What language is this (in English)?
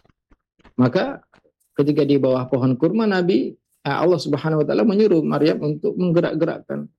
Indonesian